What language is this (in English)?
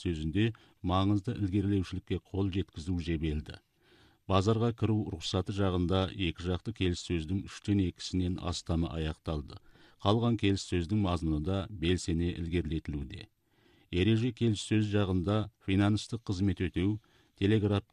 Kazakh